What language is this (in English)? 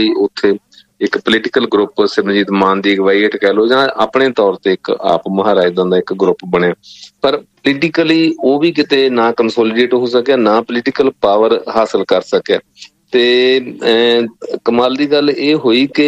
Punjabi